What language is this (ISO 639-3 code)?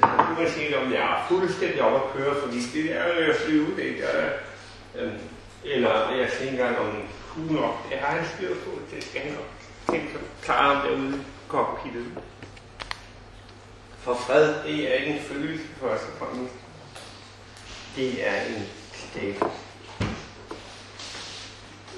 dan